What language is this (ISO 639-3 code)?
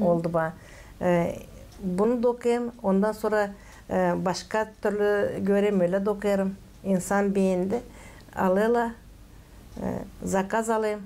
gag